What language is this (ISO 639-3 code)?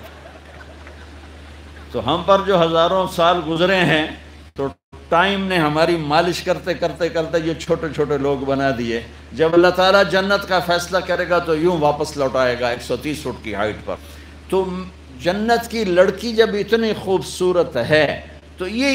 urd